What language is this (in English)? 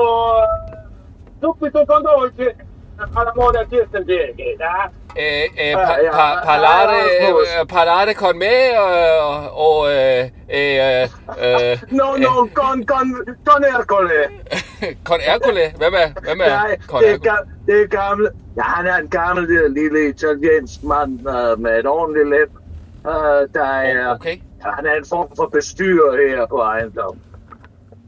Danish